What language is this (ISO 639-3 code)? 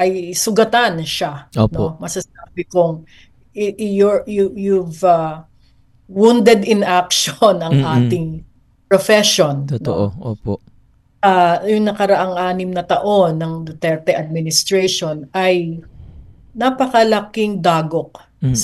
fil